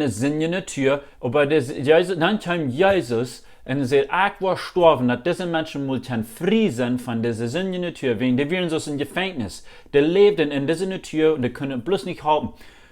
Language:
Plautdietsch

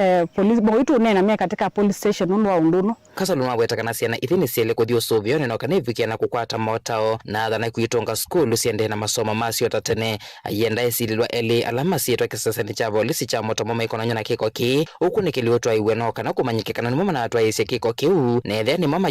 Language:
Kamba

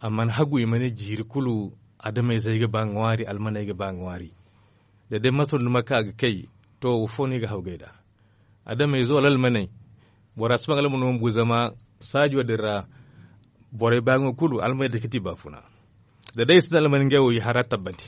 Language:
Zarma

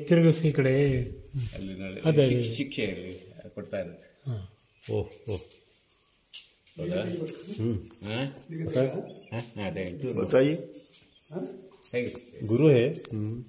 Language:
Kannada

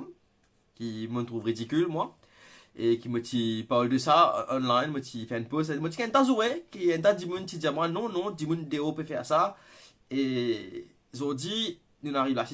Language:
Morisyen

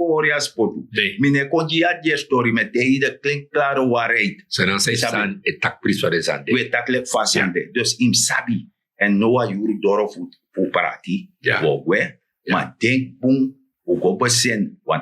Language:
Sranan Tongo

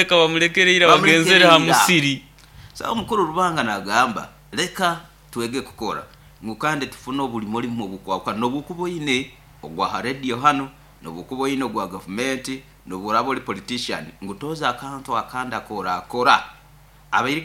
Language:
Nyoro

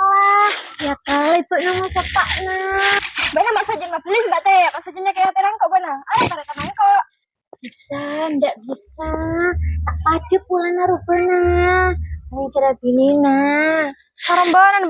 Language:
Madurese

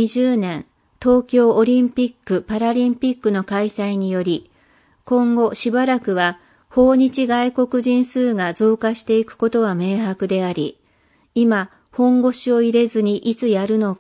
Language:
Japanese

